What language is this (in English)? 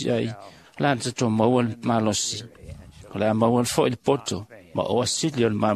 Samoan